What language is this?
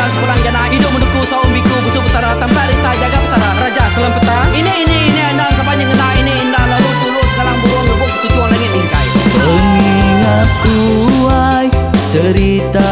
Iban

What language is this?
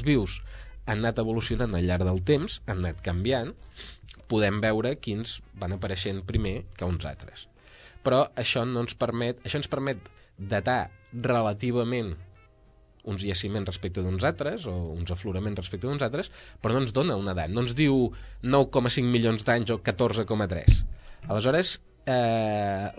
Catalan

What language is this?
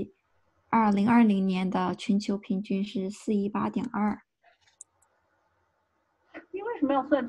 Chinese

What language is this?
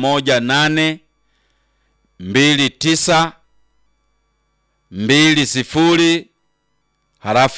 Swahili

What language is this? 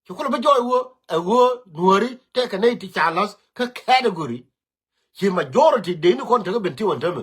Nuer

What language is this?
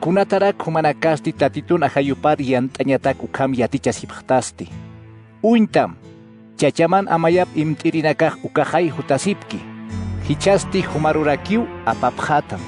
Aymara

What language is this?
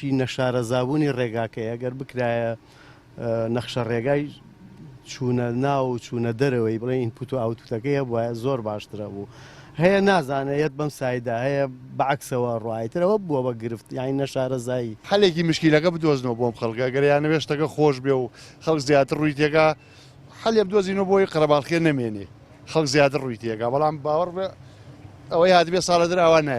Central Kurdish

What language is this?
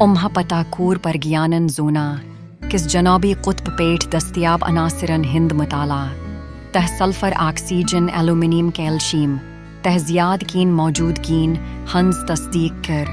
Kashmiri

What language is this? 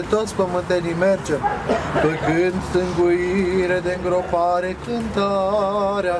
Romanian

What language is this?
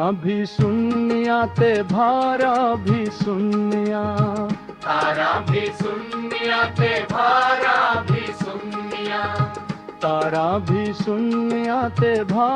Dogri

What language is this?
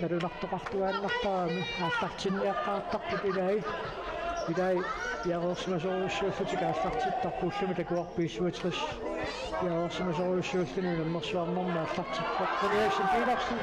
Kalaallisut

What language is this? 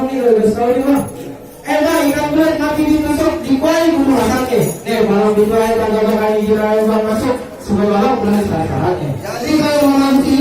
Betawi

